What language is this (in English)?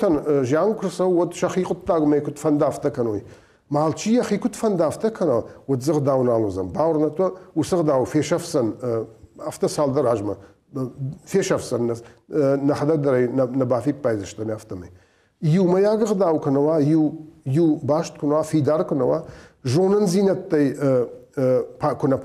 Ossetic